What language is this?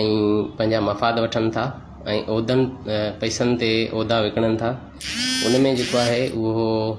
Sindhi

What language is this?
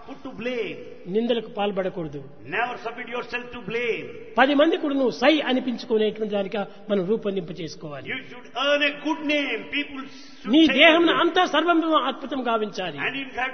Telugu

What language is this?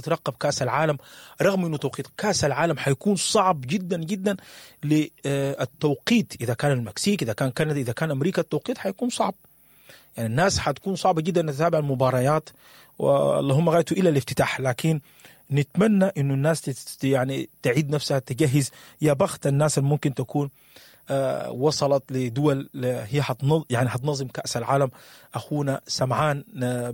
Sudanese Arabic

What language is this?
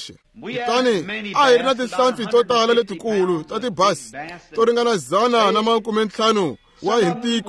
Tsonga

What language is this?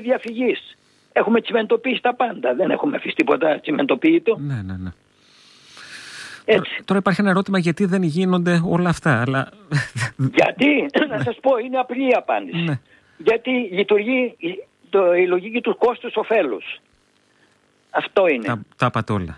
Greek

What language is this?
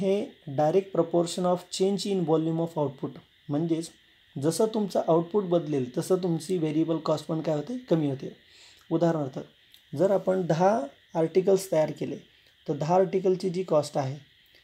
Marathi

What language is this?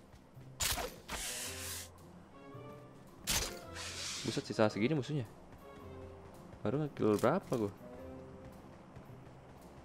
Indonesian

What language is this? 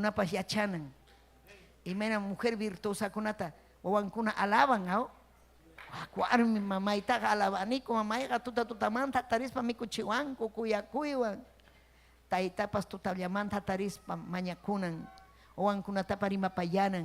Ayacucho Quechua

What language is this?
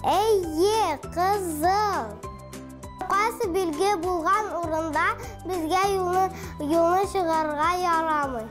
Tatar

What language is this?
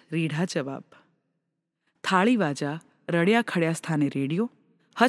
Gujarati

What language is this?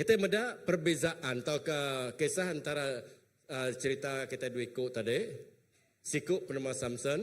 Iban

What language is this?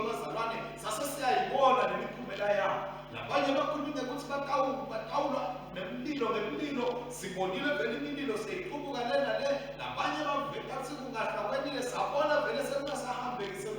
Swati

